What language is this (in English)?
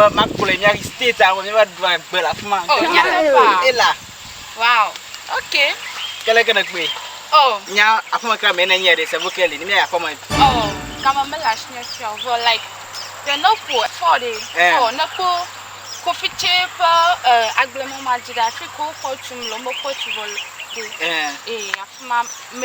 Ewe